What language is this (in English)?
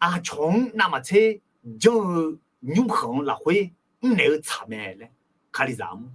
Akha